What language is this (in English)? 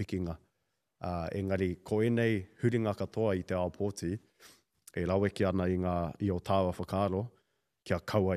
Māori